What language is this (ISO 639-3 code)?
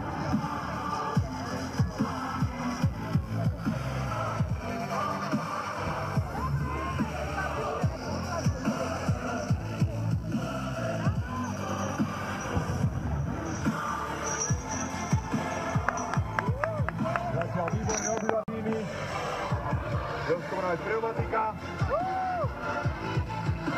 slk